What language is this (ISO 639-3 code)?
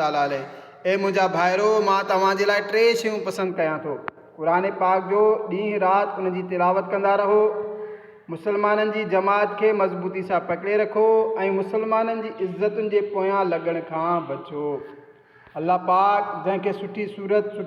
snd